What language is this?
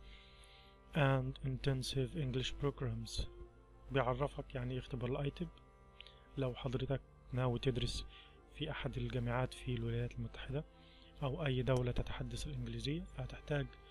Egyptian Arabic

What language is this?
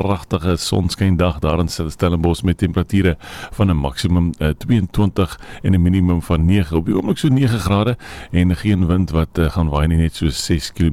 Afrikaans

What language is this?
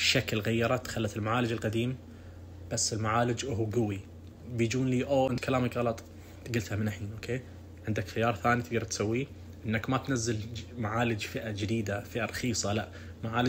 Najdi Arabic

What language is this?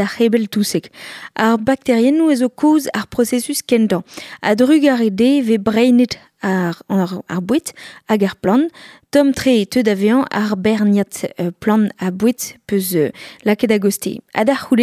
Breton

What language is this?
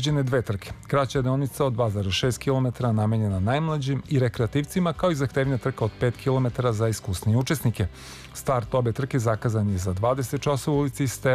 Serbian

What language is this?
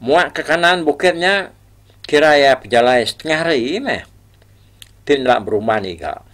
Iban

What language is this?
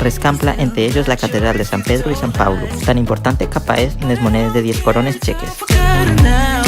Asturian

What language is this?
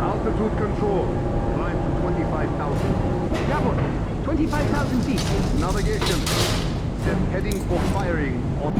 Bavarian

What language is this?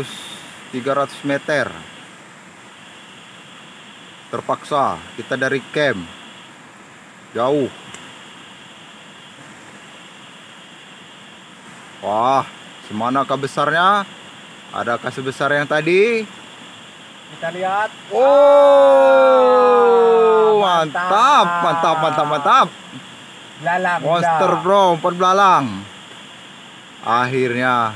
Malay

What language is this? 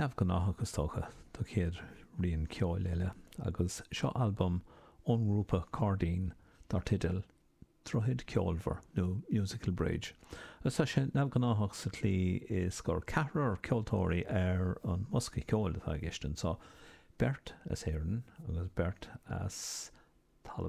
Irish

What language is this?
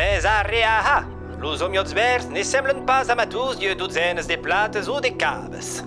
Occitan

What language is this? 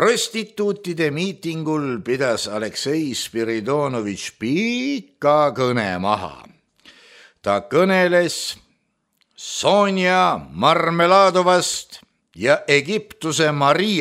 Estonian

